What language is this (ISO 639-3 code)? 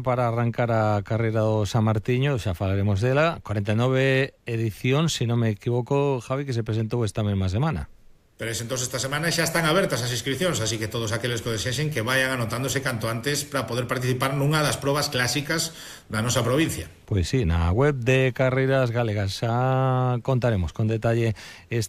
glg